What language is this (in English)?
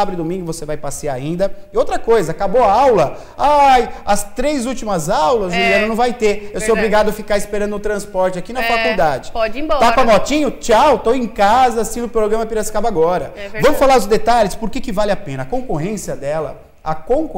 Portuguese